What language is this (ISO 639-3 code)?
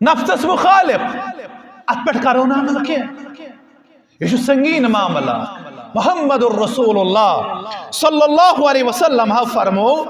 kas